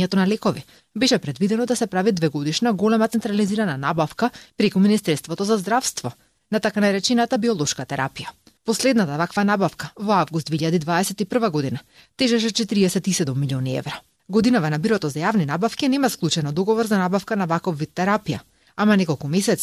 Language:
Macedonian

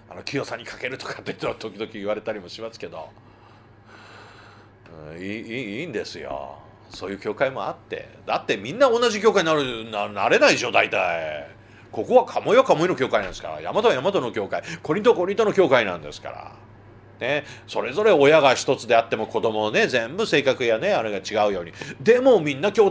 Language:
Japanese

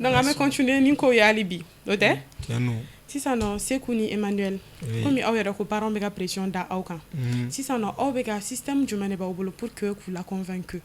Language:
Bambara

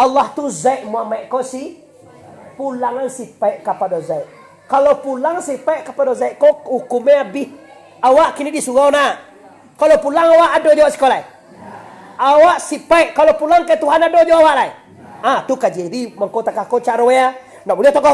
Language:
Minangkabau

